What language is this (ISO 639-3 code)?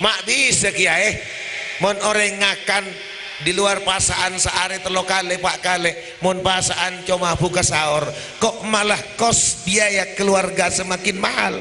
mad